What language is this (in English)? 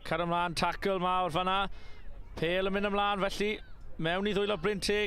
Welsh